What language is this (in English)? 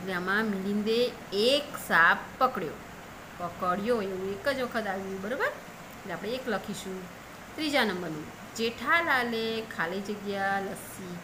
Gujarati